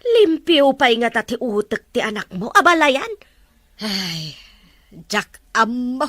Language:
Iloko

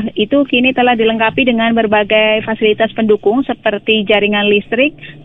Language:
Indonesian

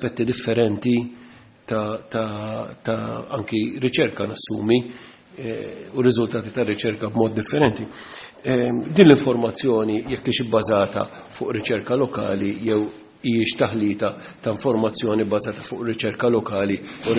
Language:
Maltese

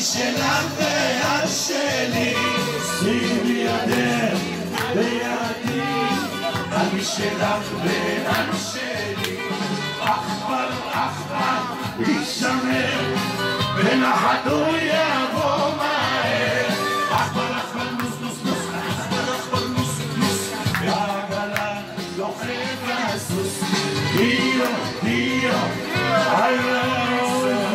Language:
Hebrew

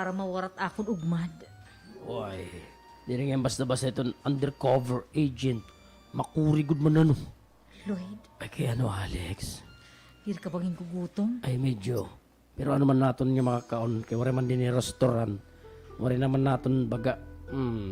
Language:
Waray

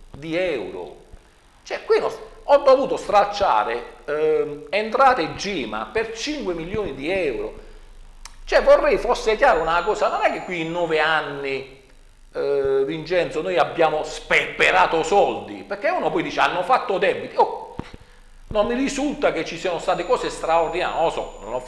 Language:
Italian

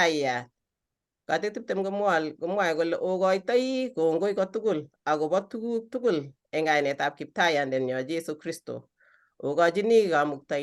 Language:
Kalenjin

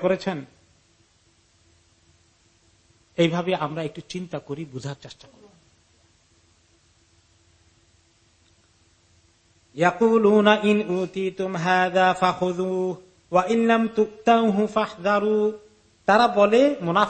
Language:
Bangla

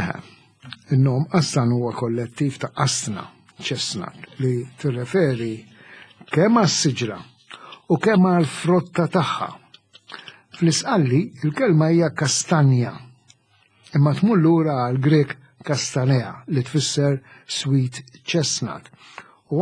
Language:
Maltese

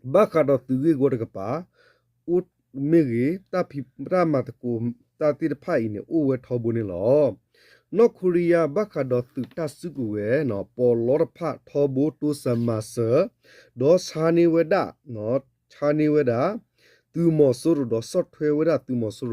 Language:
S'gaw Karen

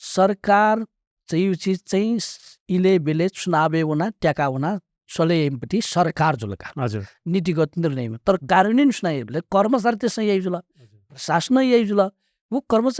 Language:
Newari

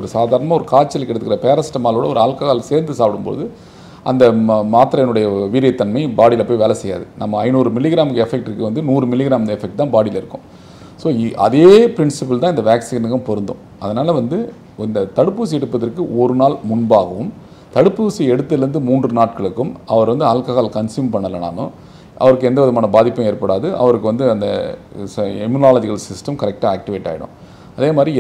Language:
Tamil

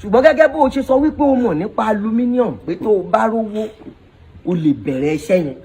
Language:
Yoruba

